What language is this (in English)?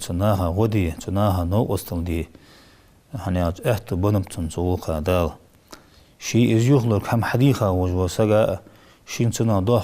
Ingush